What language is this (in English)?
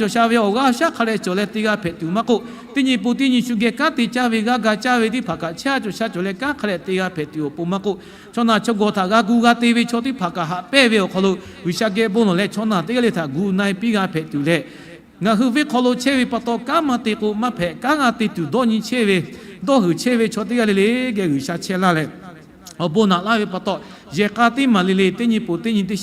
Lahu